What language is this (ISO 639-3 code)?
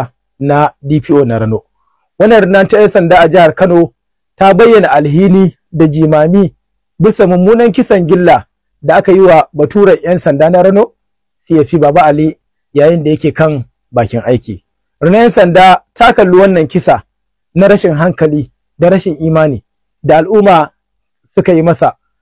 hau